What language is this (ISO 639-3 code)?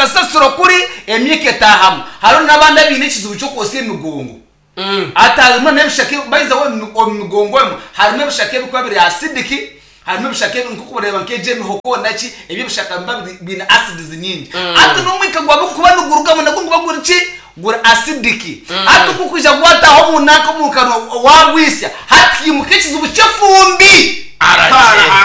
nyn